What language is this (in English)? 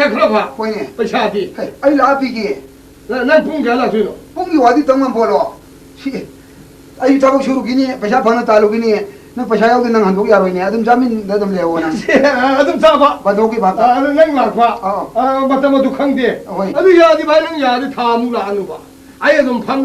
Manipuri